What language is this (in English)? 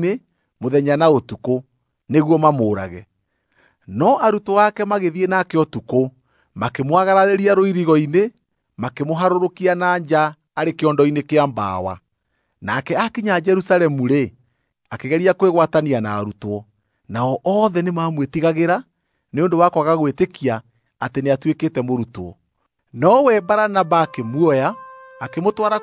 Kikuyu